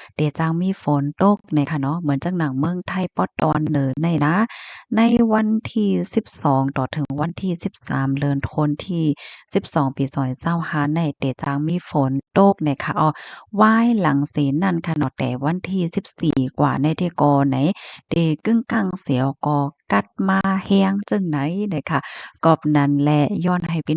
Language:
Shan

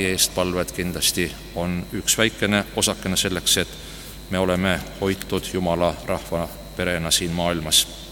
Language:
Estonian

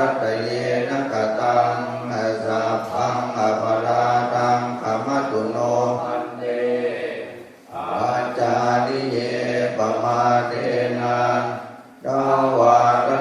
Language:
Pali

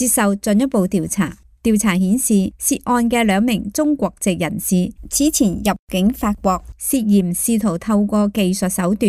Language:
Cantonese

